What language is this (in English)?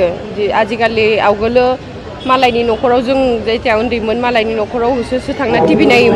Bodo